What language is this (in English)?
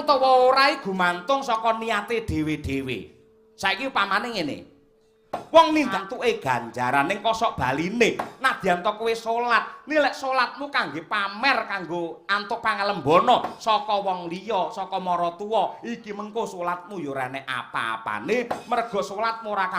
Javanese